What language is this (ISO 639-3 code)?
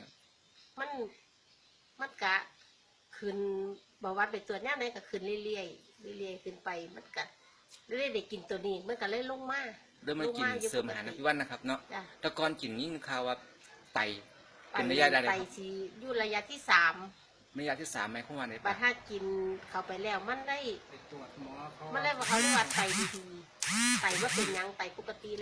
tts